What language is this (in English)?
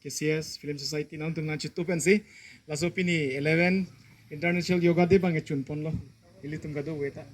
Karbi